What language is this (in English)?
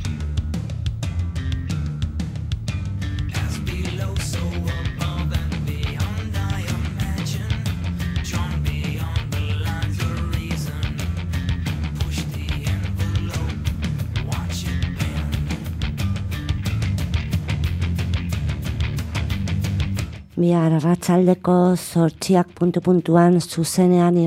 Basque